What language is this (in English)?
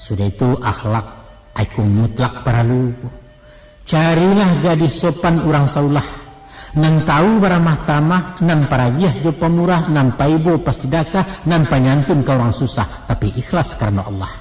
Minangkabau